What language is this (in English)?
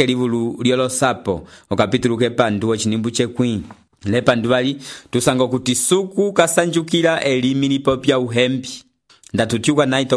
Umbundu